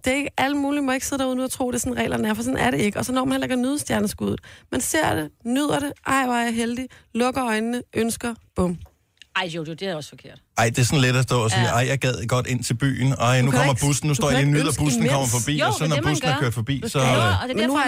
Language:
Danish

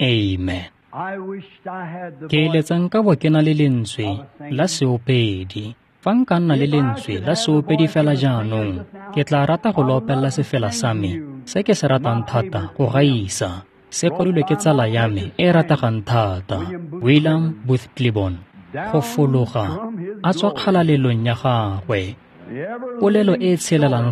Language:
Tswana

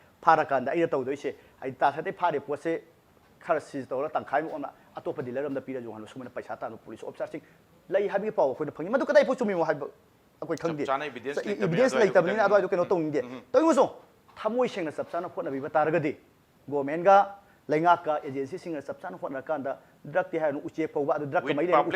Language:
Manipuri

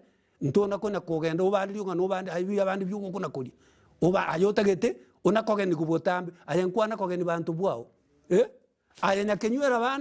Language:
Gusii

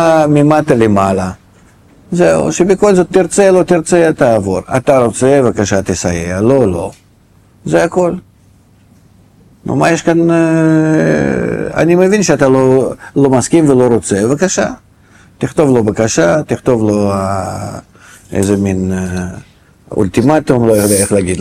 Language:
Hebrew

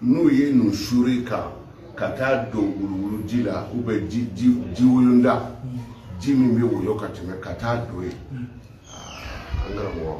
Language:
Bambara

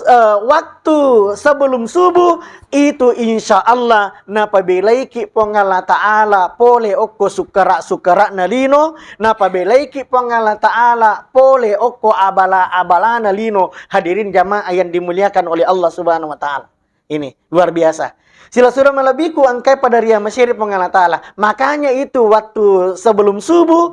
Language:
Buginese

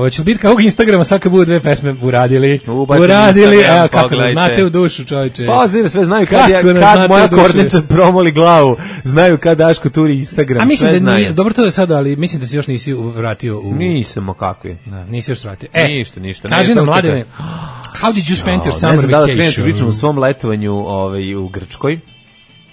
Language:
Serbian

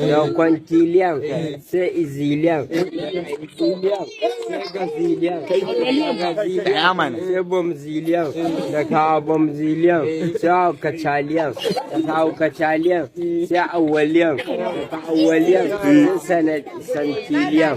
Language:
Hausa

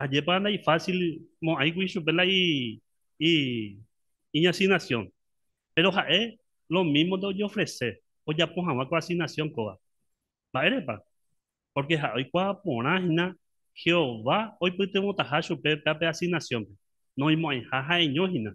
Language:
Guarani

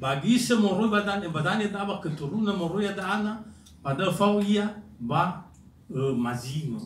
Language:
Nias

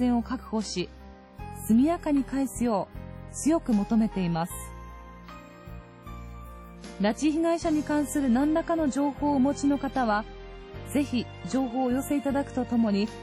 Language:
Japanese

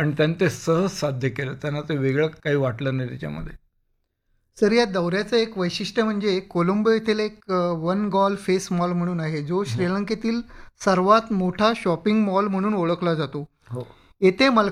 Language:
Marathi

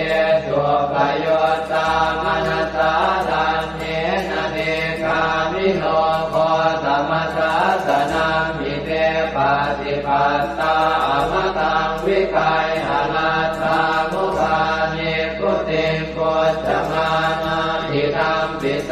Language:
Pali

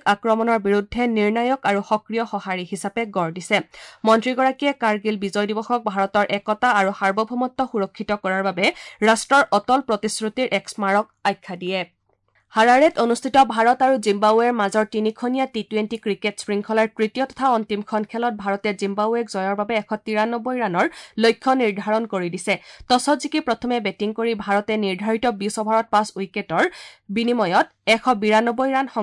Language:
Assamese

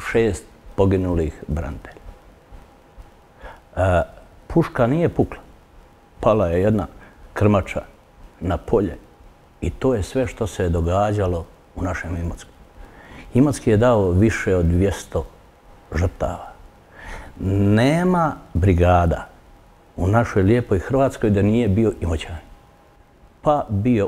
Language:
Croatian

